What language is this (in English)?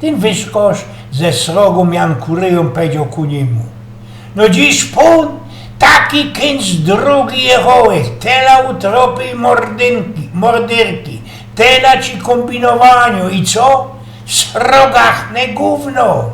Silesian